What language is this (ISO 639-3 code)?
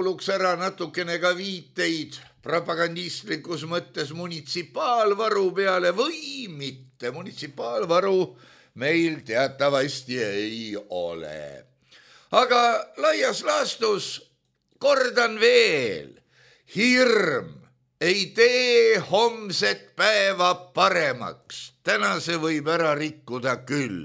est